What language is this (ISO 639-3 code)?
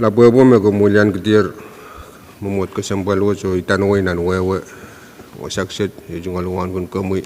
pon